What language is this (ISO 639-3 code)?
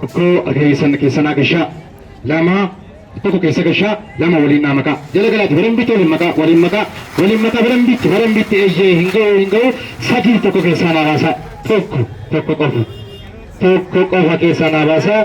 orm